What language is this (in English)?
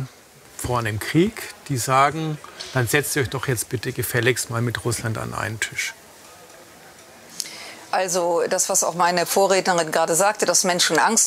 German